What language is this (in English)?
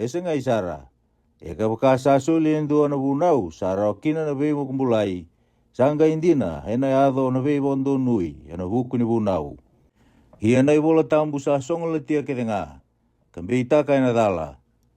Fijian